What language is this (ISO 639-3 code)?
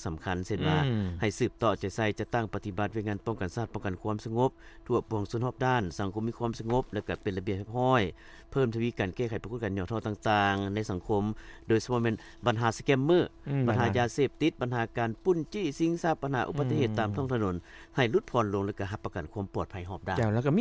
lao